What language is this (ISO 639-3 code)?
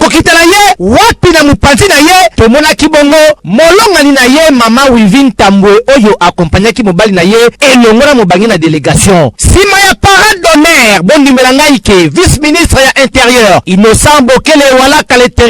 lin